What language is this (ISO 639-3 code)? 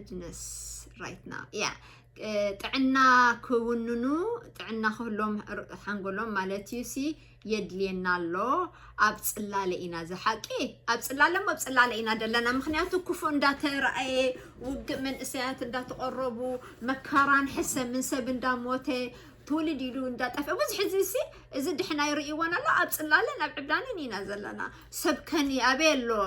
tir